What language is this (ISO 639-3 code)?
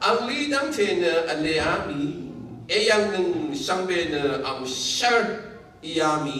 raw